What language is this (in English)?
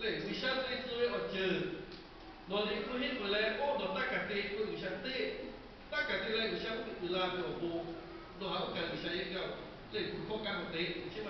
Lahu